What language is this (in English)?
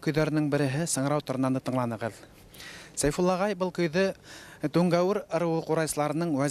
Bashkir